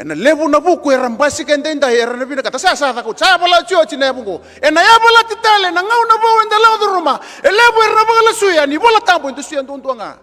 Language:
Fijian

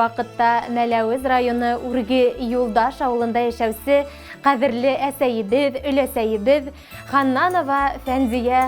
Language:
Bashkir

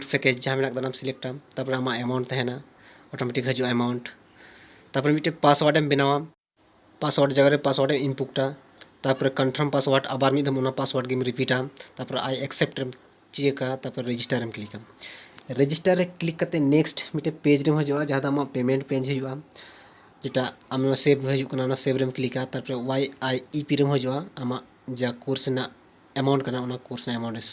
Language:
Santali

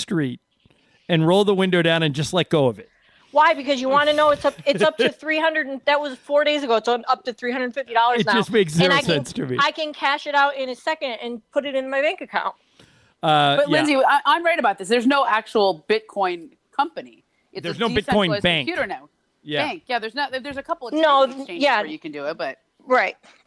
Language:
English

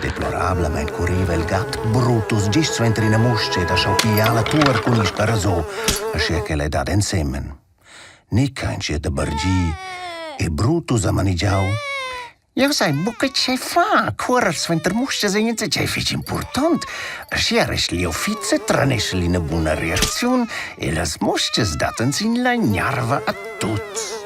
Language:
Romansh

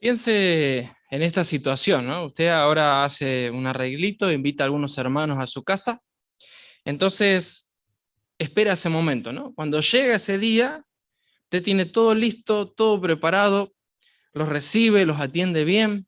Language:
Guarani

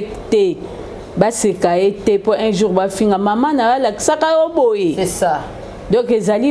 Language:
Lingala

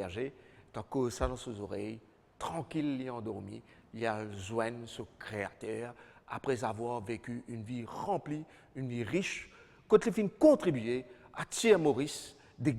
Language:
Morisyen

